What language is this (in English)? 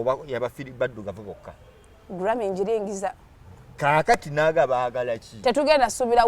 Ganda